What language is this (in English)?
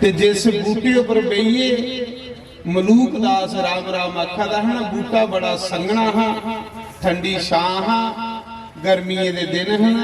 Dogri